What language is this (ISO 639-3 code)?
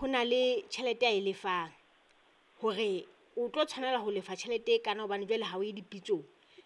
sot